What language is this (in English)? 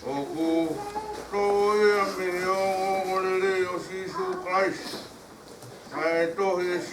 Tongan